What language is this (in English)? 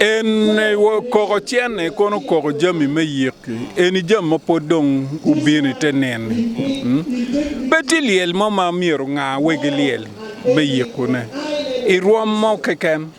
Acoli